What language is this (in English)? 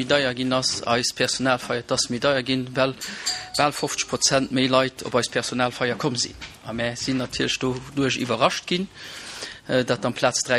Luxembourgish